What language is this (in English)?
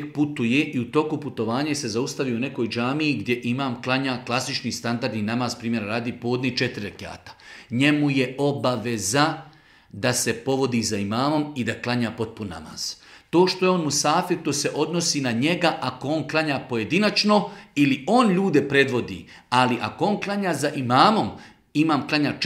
Bosnian